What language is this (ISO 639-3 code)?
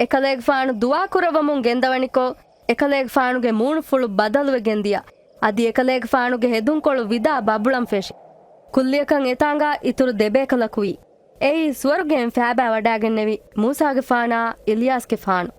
div